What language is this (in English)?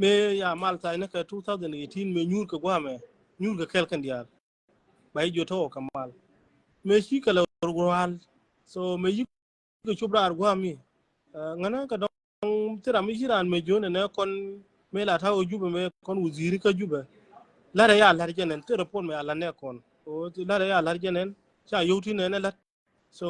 Nuer